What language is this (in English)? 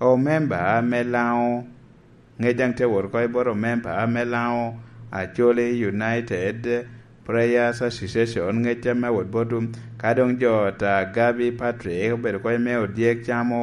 Lango (Uganda)